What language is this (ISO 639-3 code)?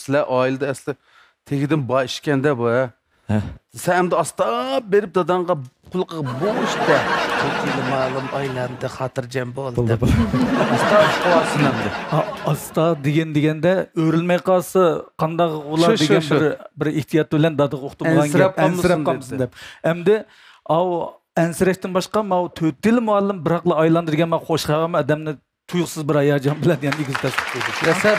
uig